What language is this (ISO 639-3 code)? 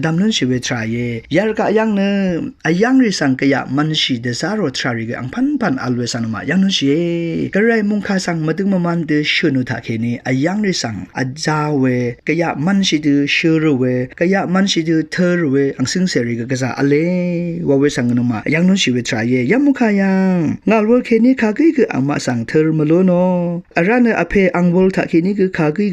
raw